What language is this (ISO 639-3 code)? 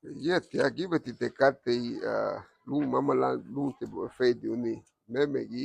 cab